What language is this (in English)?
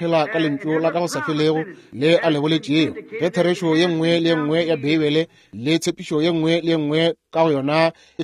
Northern Sotho